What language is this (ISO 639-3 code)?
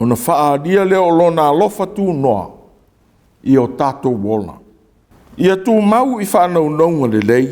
smo